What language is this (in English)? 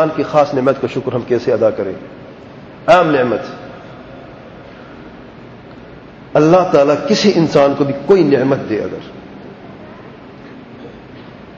Urdu